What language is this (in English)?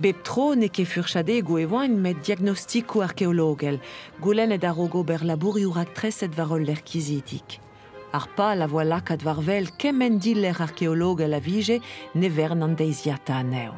Breton